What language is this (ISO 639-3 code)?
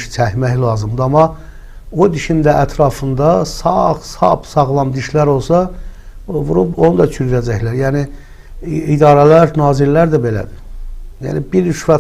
aze